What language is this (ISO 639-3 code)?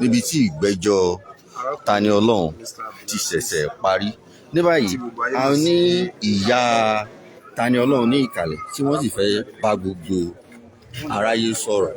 yor